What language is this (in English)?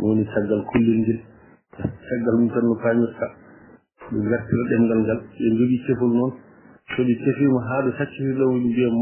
Fula